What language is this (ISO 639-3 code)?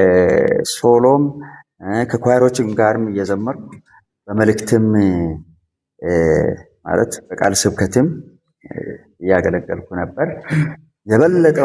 amh